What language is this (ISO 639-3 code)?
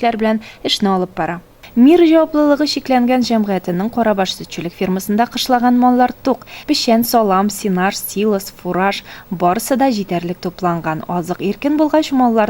tat